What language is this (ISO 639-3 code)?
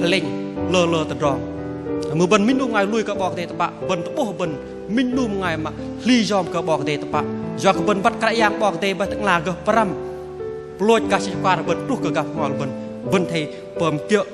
bdq